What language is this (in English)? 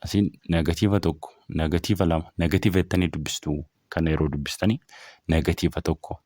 Oromo